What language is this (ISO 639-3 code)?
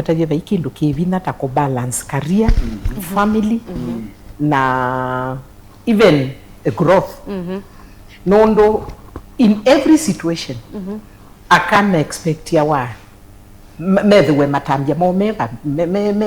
kam